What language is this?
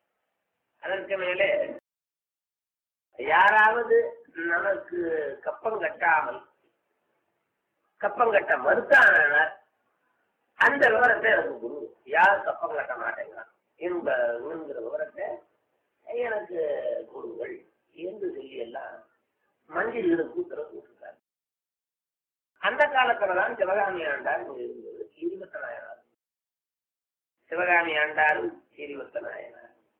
Tamil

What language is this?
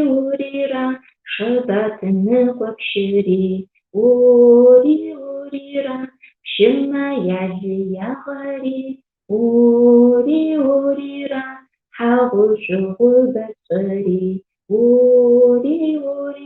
Adyghe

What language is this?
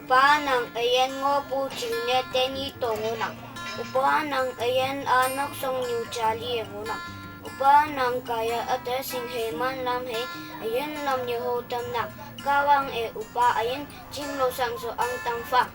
Konyak Naga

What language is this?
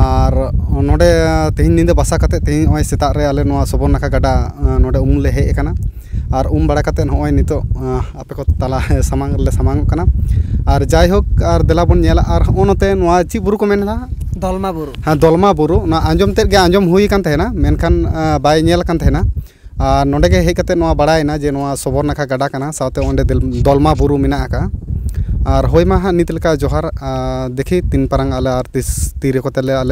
Santali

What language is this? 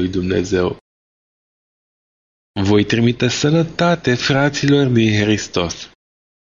Romanian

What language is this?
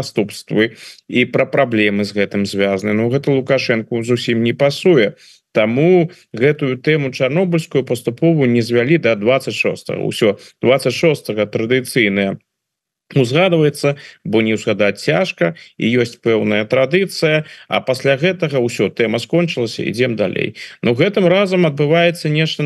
Belarusian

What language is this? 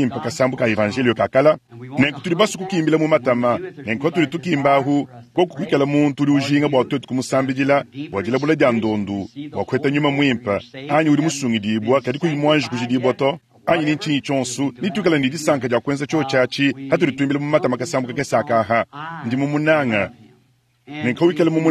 Luba-Lulua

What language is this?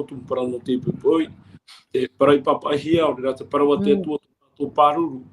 Tahitian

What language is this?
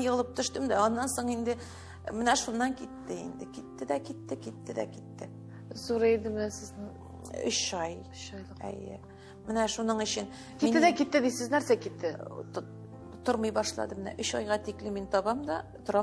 Tatar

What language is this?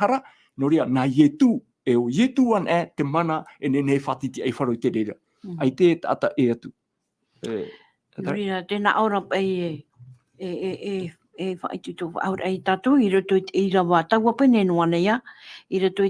Tahitian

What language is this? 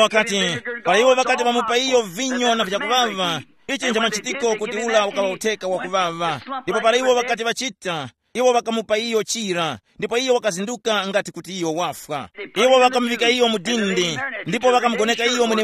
Tumbuka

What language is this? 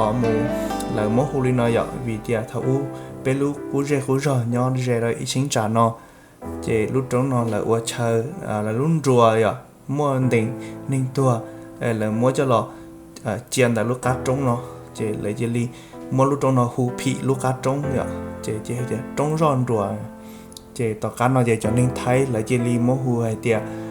Hmong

